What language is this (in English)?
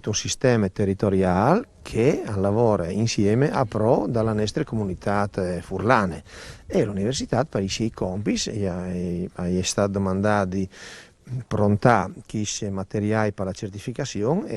Friulian